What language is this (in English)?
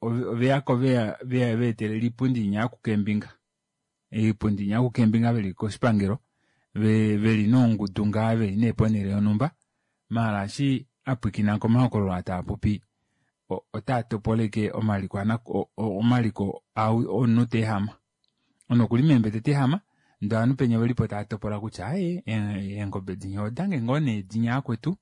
Kuanyama